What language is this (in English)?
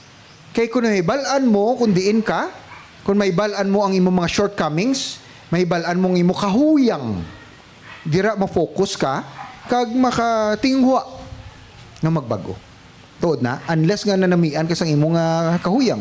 Hiligaynon